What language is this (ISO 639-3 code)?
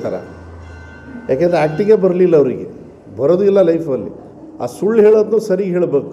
kan